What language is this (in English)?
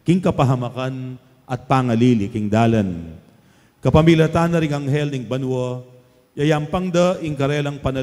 Pampanga